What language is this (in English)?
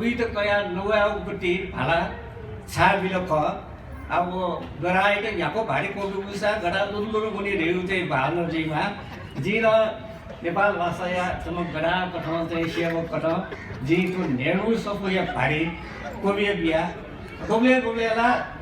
Newari